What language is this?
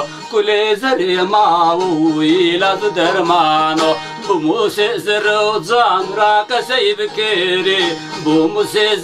Zaza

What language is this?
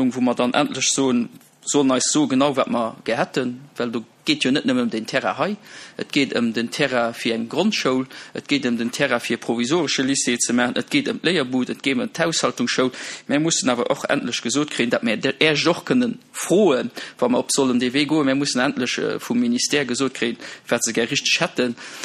Luxembourgish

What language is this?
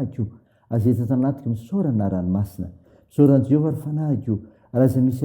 Malagasy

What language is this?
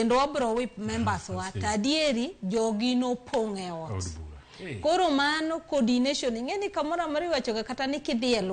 Luo (Kenya and Tanzania)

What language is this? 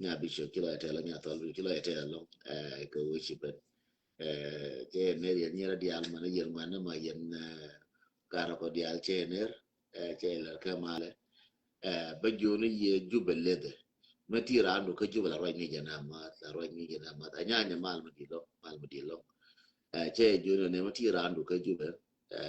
Nuer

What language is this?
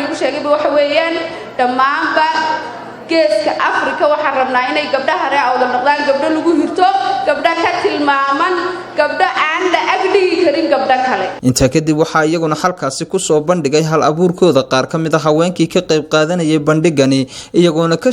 Somali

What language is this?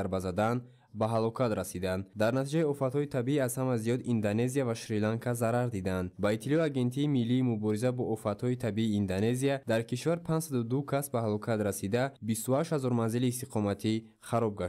Tajik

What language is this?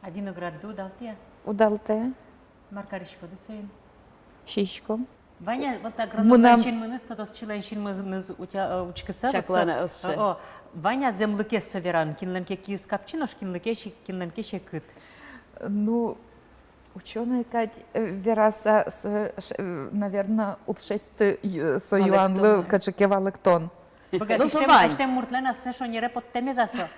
Udmurt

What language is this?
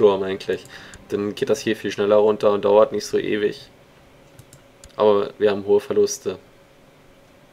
German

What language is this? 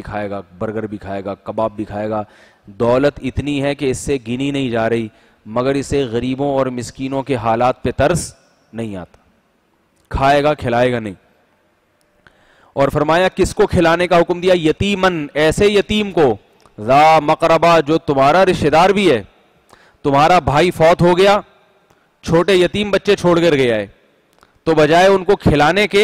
Urdu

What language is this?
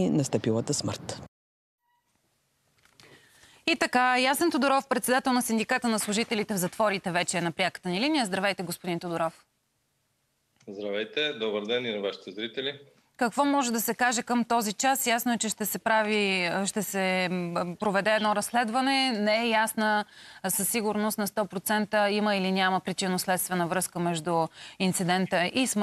Bulgarian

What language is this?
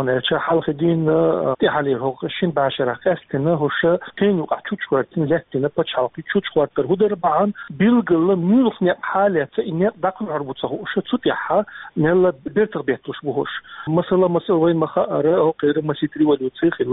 Chechen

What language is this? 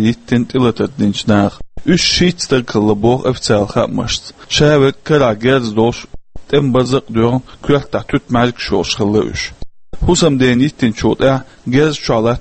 Chechen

